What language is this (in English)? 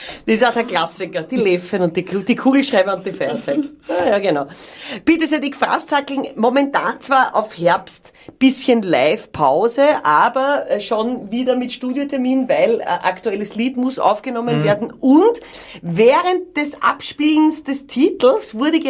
Bavarian